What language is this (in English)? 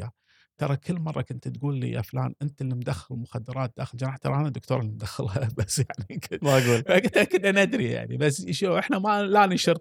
Gulf Arabic